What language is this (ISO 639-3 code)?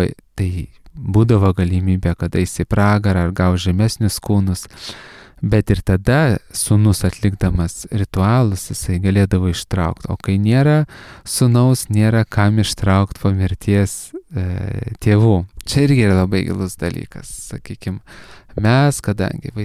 lit